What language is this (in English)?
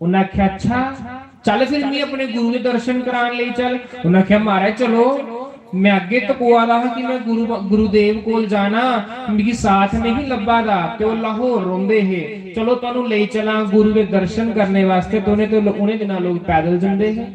Dogri